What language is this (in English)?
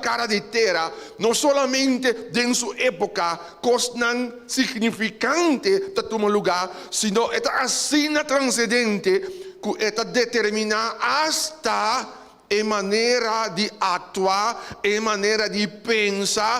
Papiamento